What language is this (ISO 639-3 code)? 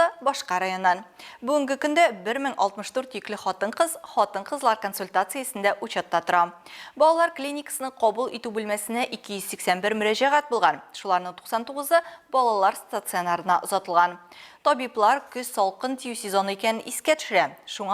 tat